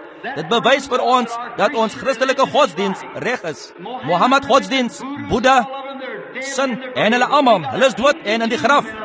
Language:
Afrikaans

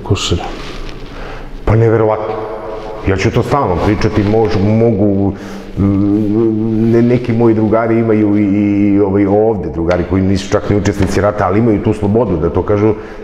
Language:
Serbian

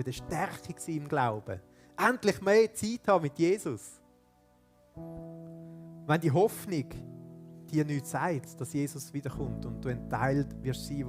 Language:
Swiss German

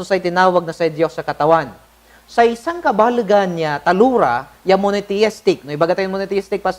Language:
Pangasinan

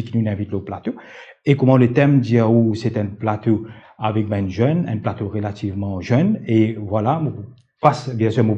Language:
Morisyen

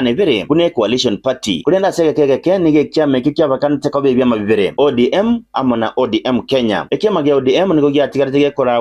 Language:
Gusii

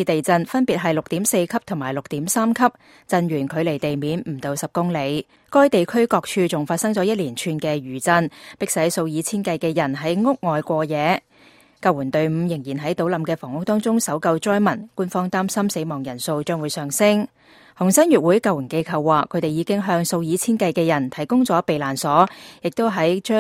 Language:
Cantonese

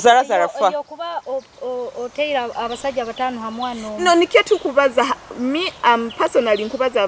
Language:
Nyoro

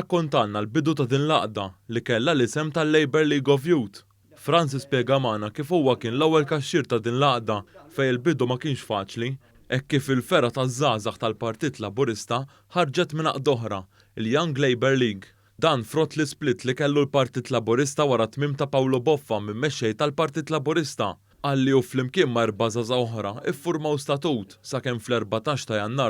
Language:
Maltese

